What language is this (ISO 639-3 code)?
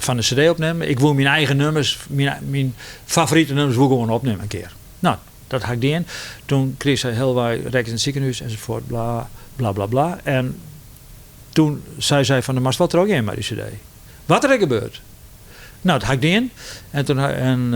fry